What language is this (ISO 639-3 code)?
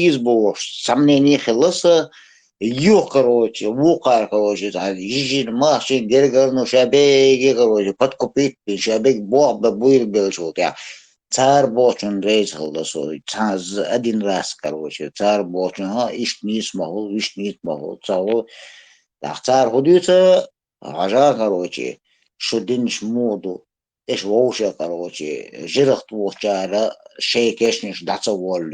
che